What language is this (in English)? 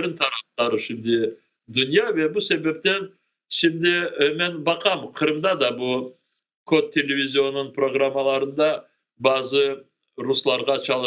Crimean Tatar